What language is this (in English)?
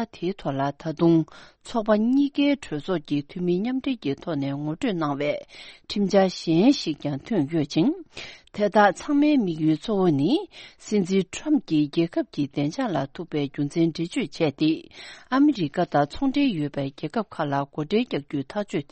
Tibetan